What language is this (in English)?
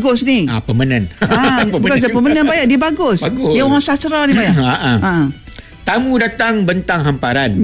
Malay